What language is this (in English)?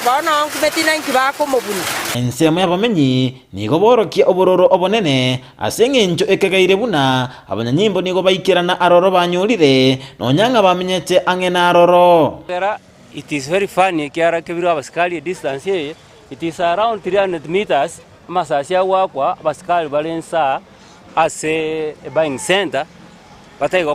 Gusii